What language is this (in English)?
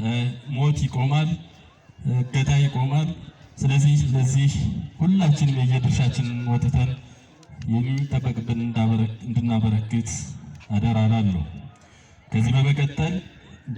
Amharic